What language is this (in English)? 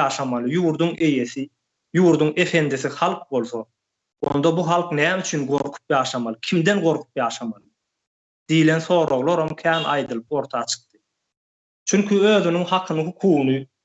Turkmen